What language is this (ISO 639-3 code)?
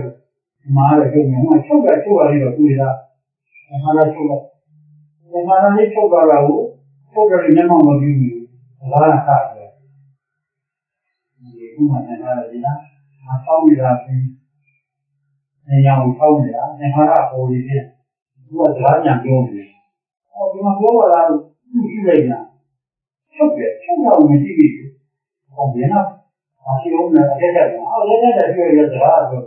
mya